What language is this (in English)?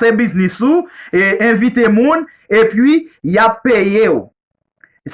Haitian Creole